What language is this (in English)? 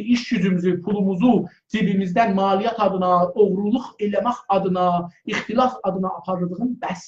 South Azerbaijani